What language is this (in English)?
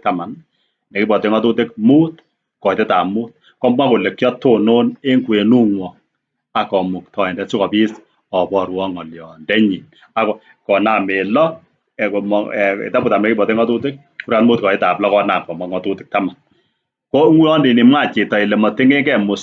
Kalenjin